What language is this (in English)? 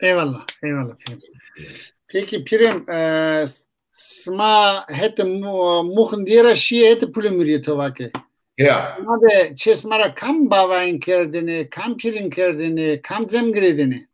Zaza